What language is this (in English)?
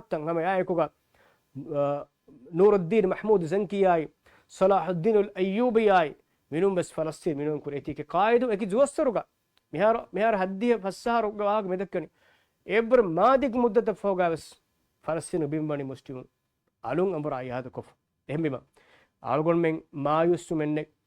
Divehi